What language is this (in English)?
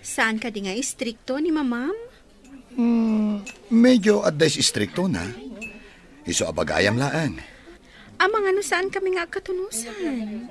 Iloko